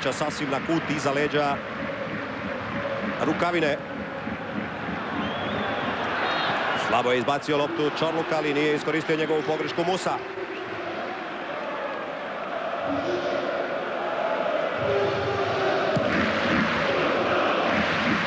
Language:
Croatian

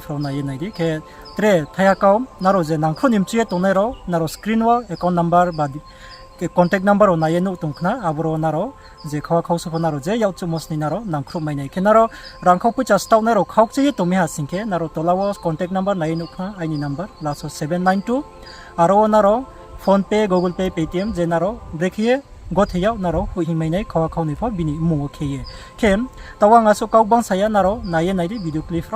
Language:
Riang (India)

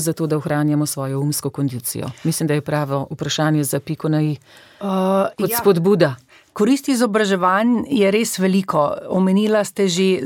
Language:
Slovenian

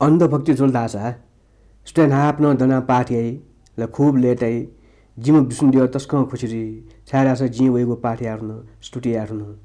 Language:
Newari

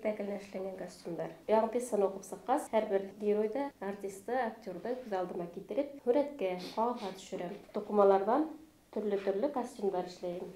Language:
Bashkir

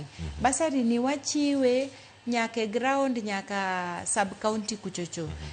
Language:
Luo (Kenya and Tanzania)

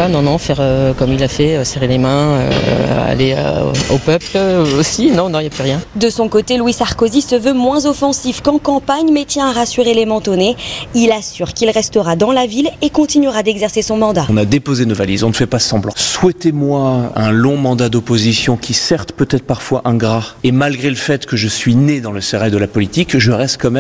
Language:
French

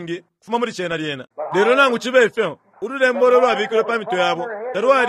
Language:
Bemba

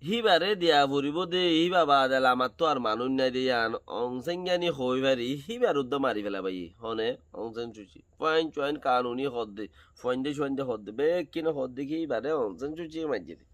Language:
Rohingya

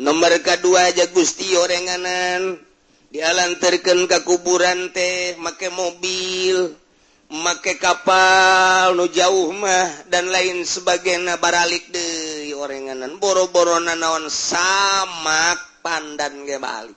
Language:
Sundanese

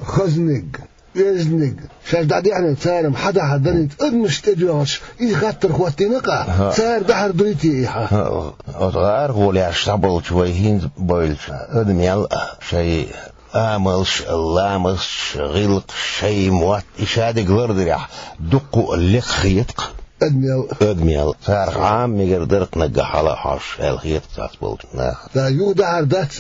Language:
Chechen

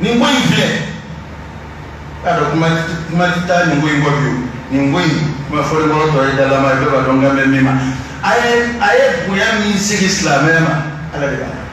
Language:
Bambara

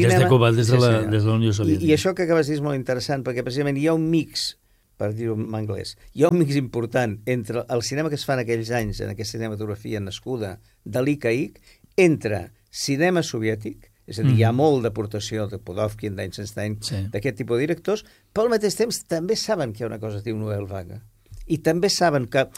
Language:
Catalan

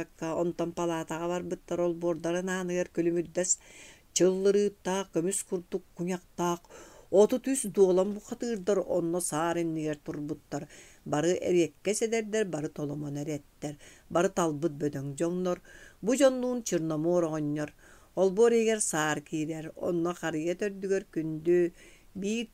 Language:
Yakut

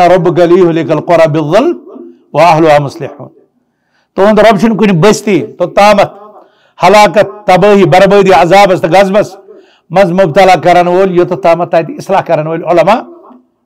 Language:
Kashmiri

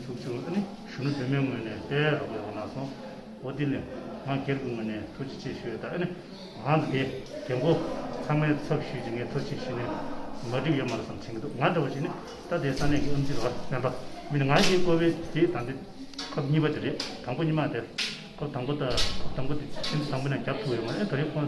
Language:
Tibetan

